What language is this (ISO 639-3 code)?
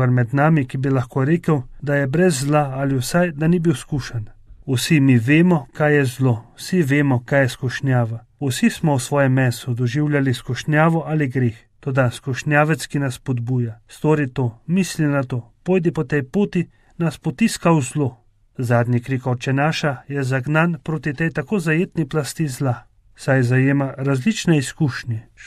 slv